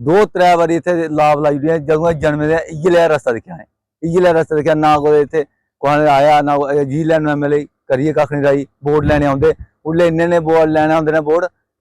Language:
Dogri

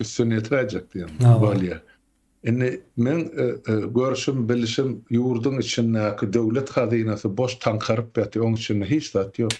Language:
Turkmen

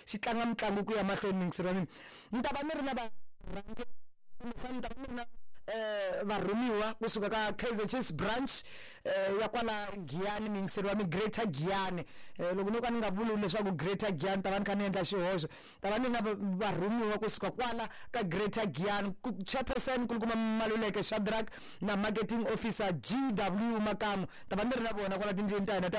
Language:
Tsonga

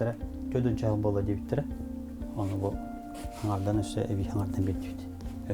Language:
Yakut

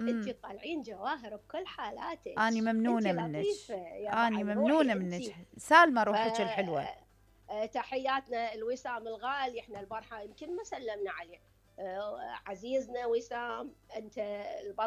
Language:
Mesopotamian Arabic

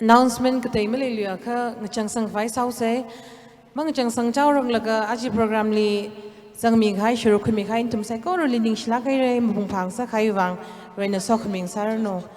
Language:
Tangkhul Naga (India)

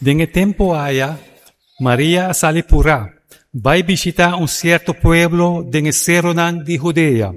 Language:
Papiamento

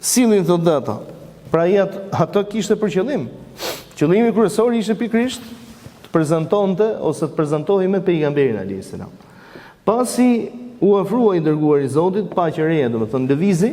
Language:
Albanian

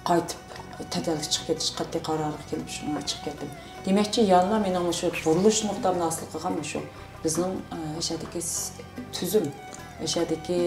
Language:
Uyghur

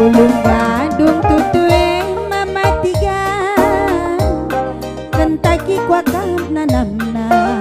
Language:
Batak Karo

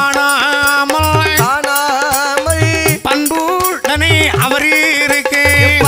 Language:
Tamil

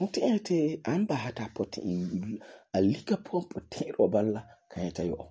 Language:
Frafra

